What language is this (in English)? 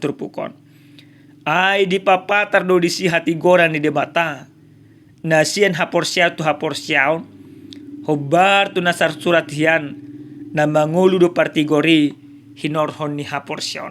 Batak Toba